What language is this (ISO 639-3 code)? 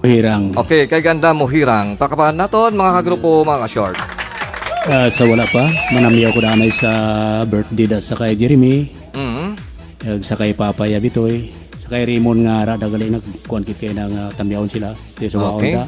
hil